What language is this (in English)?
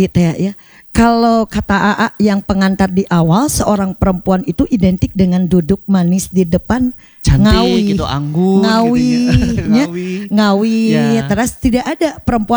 Indonesian